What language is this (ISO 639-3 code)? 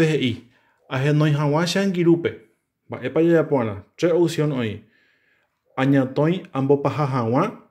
grn